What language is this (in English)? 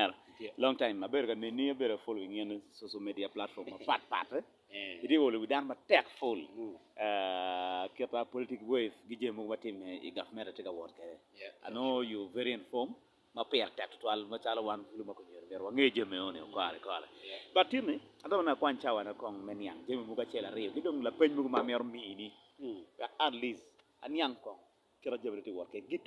Acoli